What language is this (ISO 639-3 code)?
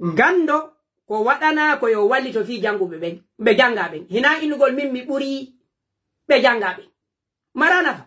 fuf